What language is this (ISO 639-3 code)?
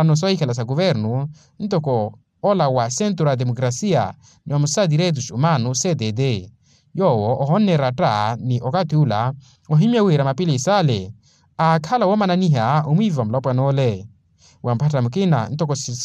vmw